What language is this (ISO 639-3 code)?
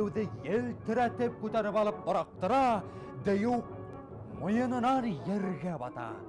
bak